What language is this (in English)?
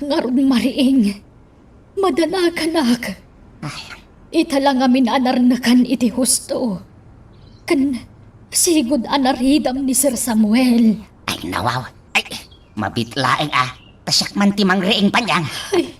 Iloko